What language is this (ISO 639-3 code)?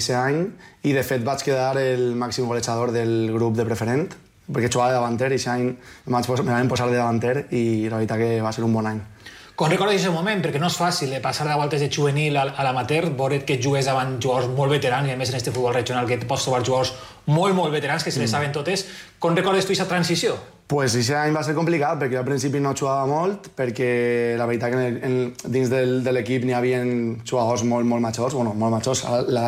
cat